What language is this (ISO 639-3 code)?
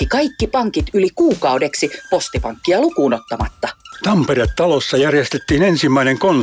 fin